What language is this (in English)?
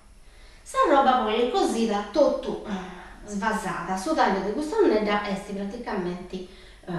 Sardinian